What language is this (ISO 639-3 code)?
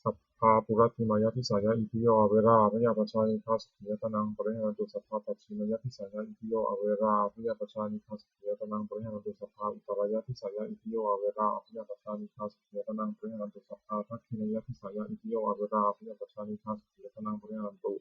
pli